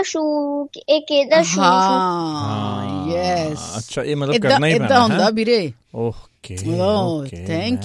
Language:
Punjabi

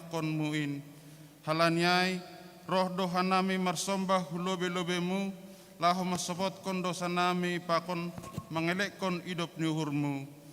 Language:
Batak Simalungun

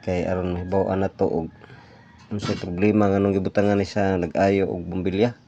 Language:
Cebuano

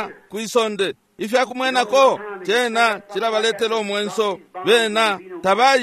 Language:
Bemba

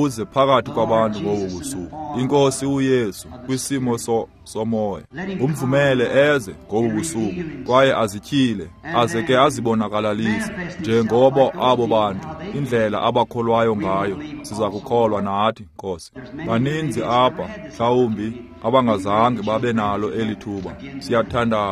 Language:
Xhosa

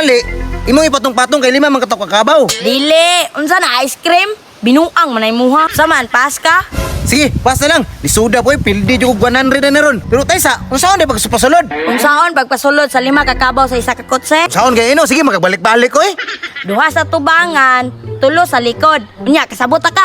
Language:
Cebuano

